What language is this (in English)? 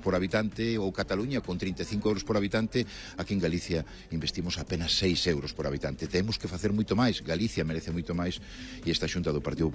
Galician